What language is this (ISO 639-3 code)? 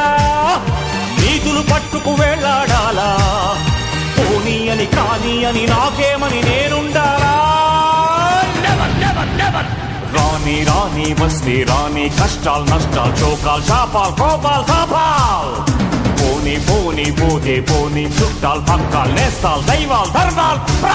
tel